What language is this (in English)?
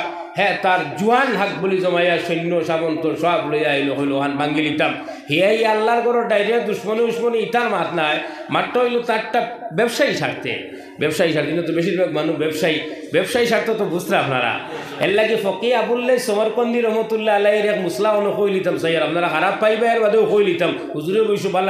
Sylheti